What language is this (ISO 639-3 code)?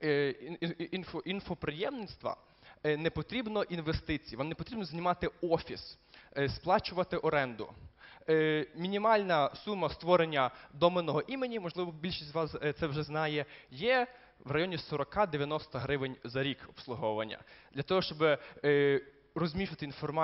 ukr